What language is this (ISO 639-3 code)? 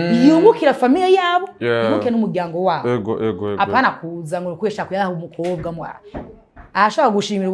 run